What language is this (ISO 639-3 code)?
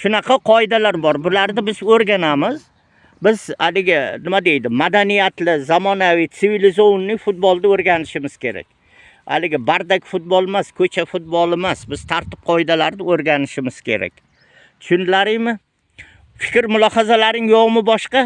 uzb